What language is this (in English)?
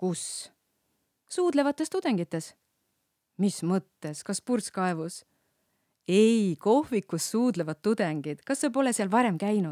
Estonian